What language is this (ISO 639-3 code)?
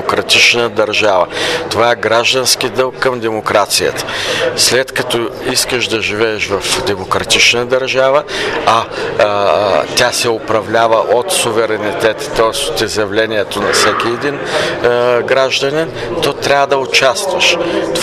bul